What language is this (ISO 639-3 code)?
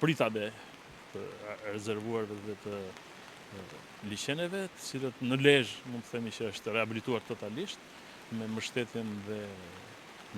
sqi